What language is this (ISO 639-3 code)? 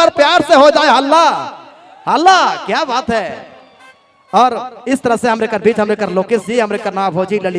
sck